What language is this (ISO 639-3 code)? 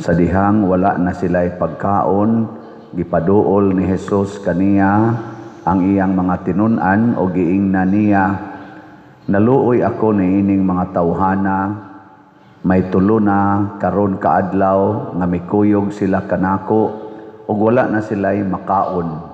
ceb